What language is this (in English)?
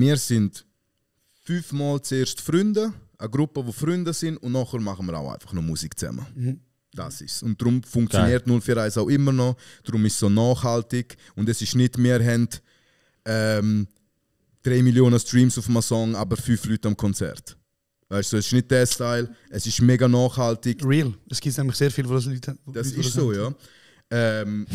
Swiss German